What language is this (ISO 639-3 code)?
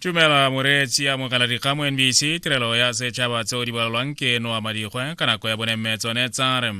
tsn